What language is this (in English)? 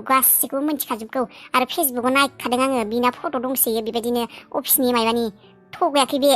Bodo